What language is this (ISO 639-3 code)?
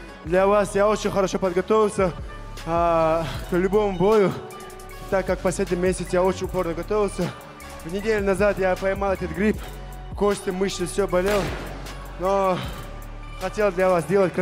rus